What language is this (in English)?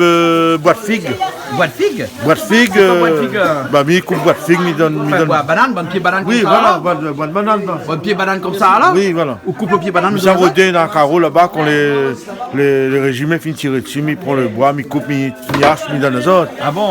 Réunion Creole French